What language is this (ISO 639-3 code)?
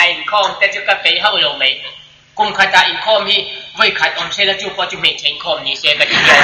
lus